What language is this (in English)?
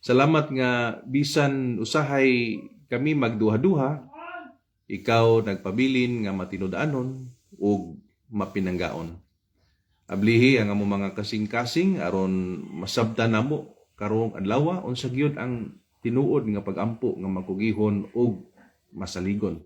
Cebuano